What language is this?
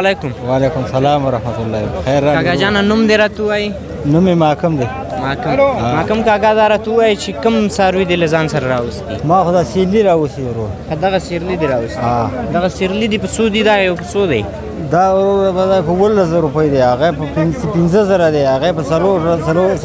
Pashto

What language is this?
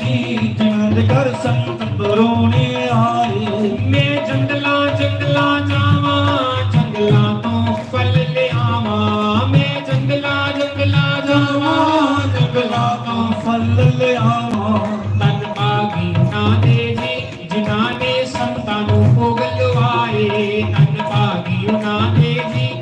Dogri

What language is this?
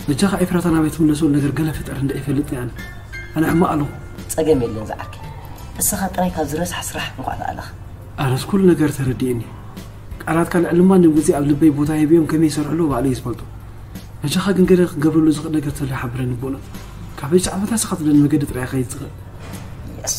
Tigrinya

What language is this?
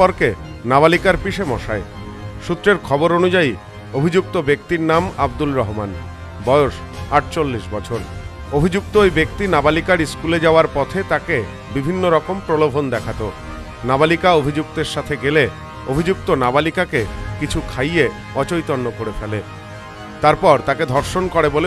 Bangla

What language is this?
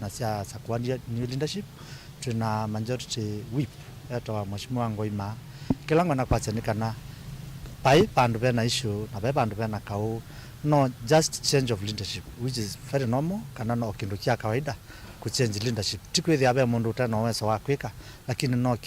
Kamba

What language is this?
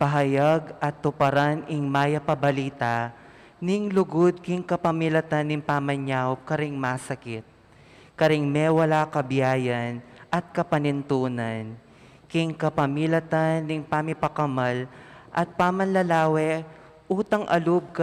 Pampanga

